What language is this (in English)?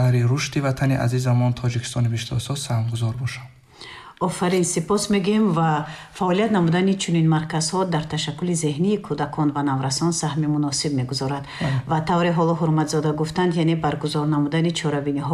Tajik